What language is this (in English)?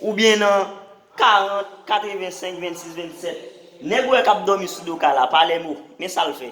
Haitian Creole